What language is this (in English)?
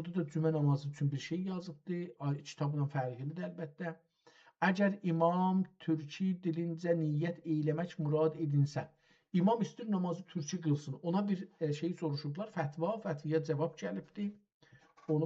South Azerbaijani